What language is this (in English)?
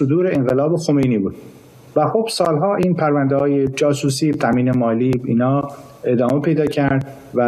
Persian